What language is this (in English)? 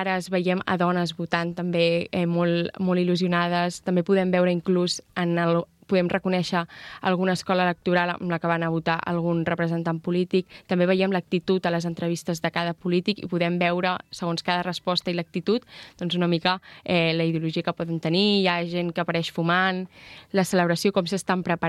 Catalan